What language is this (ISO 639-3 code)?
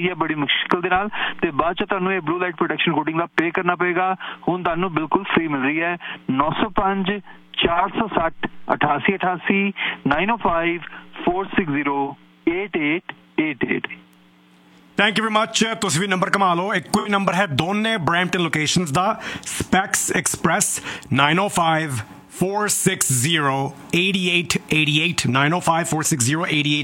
pan